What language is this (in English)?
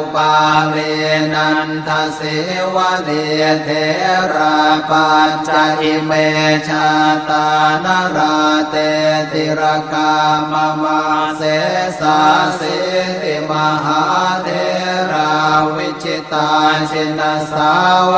Pali